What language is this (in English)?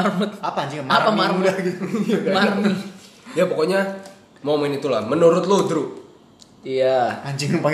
Indonesian